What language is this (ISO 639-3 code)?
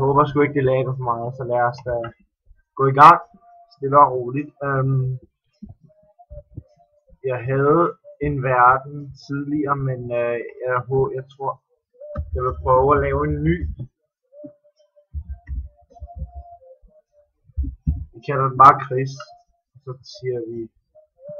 dan